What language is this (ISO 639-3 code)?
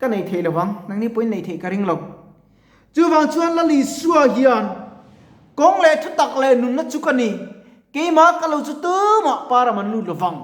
lus